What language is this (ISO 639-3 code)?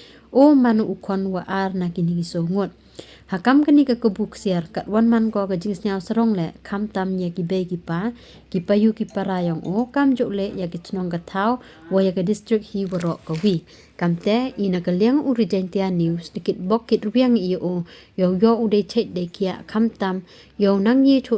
pbv